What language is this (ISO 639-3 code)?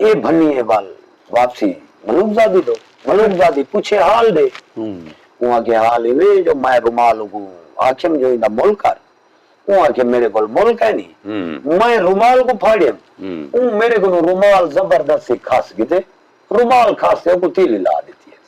skr